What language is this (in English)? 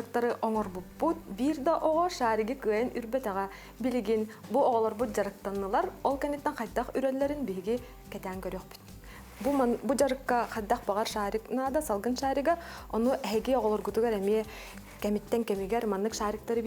Yakut